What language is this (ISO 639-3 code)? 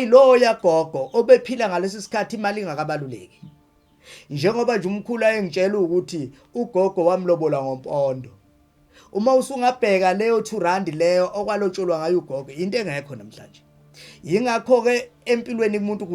zul